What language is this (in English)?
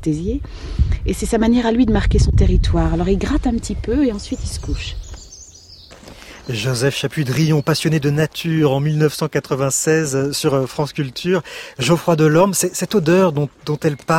French